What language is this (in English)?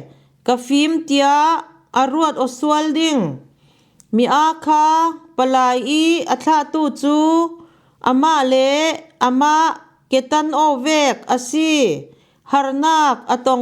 Falam Chin